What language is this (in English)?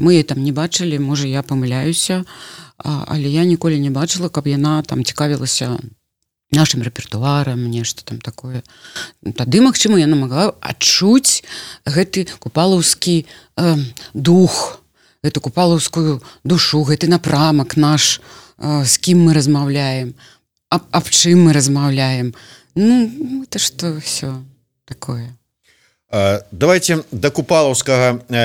Belarusian